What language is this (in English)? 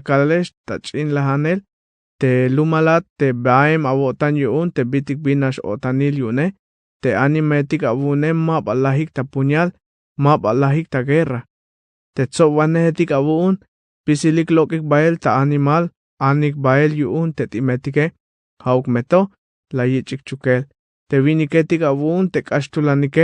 Tzeltal